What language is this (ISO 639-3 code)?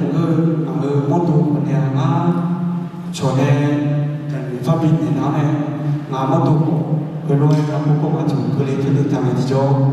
ahk